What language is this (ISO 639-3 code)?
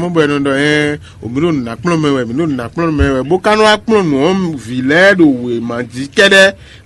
fon